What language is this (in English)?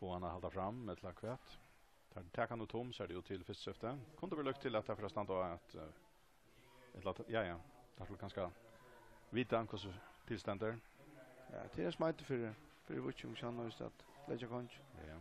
Faroese